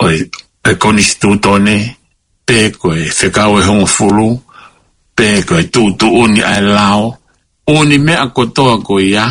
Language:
Tongan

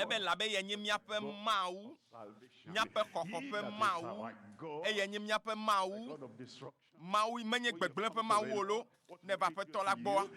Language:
Ewe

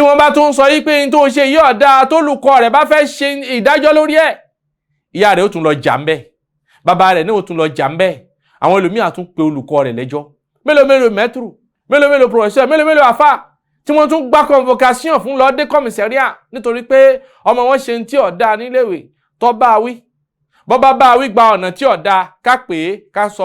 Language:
Yoruba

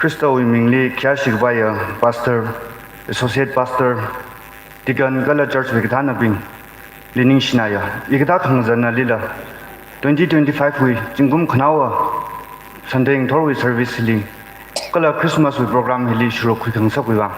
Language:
Tangkhul Naga (India)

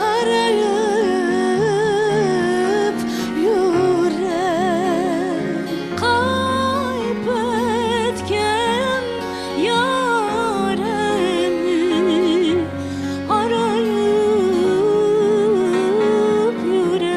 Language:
Crimean Tatar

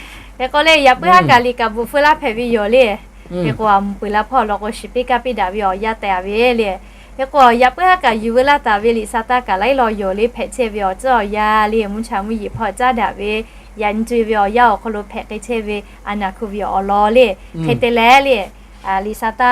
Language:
Lahu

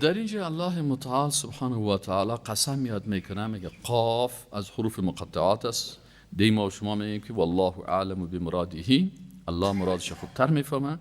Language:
Persian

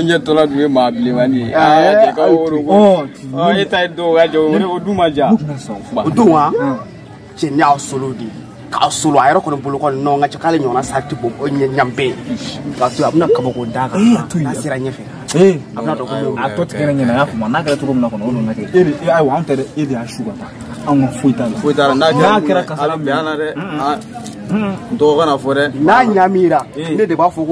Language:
Bambara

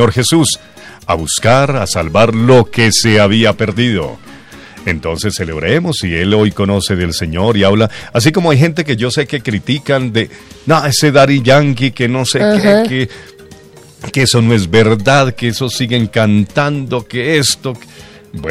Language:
Spanish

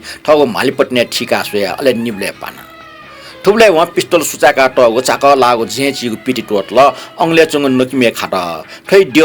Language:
Newari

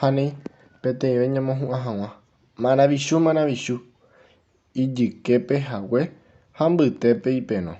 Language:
Guarani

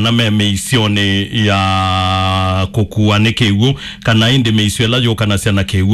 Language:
Kamba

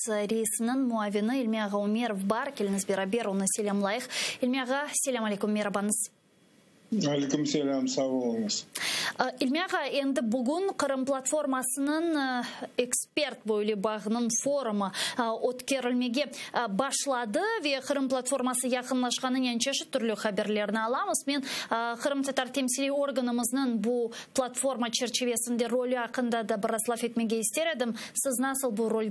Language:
Crimean Tatar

